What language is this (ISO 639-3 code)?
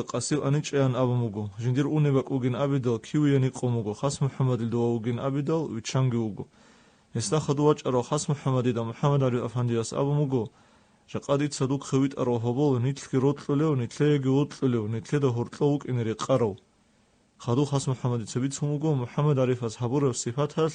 ava